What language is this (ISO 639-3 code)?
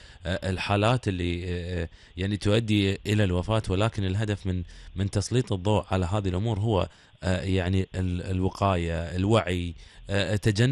afb